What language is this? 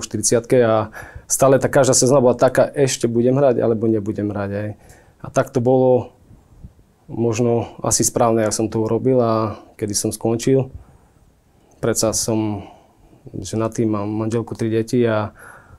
Slovak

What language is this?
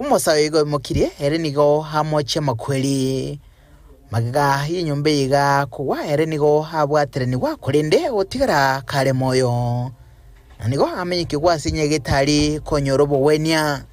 Gusii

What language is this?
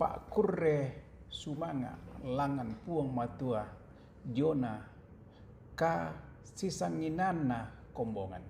Toraja-Sa'dan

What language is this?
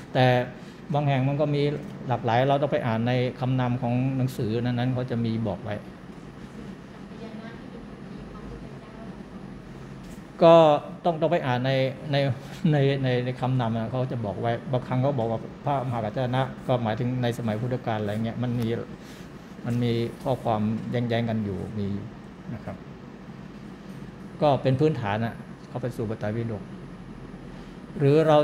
Thai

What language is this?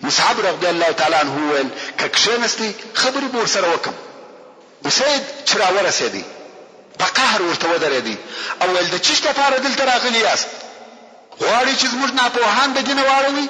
Pashto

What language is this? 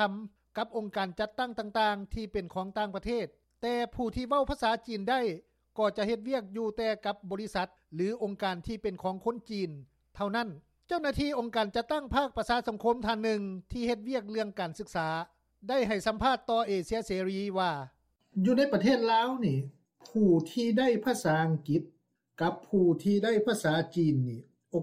Lao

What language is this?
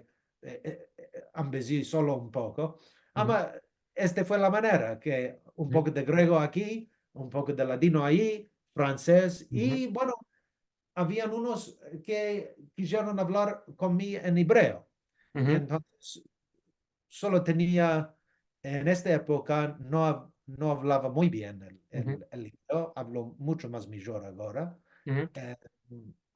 Ladino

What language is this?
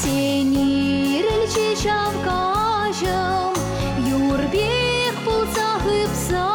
Chuvash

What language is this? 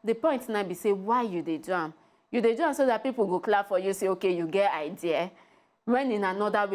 Nigerian Pidgin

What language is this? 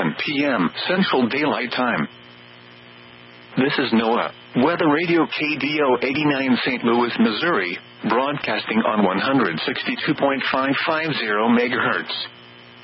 English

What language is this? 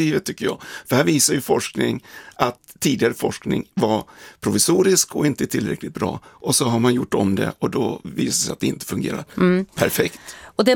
Swedish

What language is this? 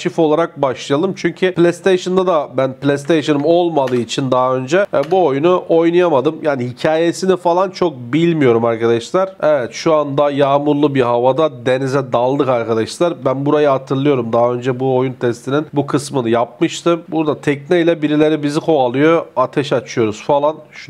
Turkish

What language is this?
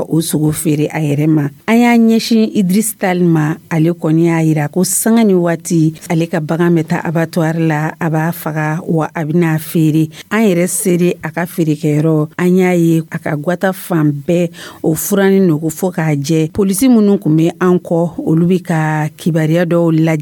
Dyula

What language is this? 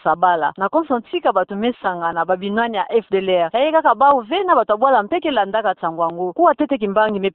Kituba (Democratic Republic of Congo)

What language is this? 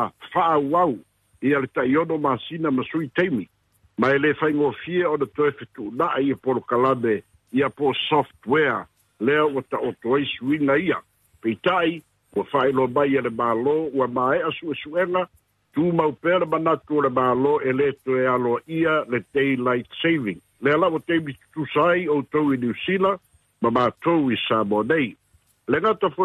Samoan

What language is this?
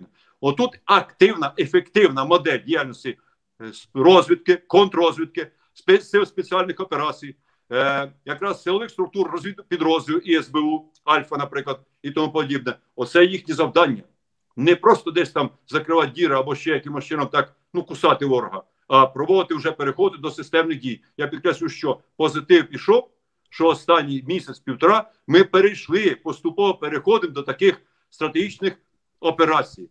Ukrainian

